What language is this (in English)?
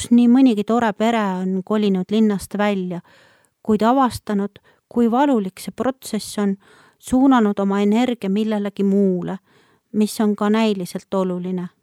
Estonian